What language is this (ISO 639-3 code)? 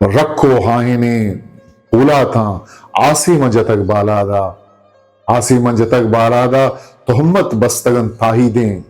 bgp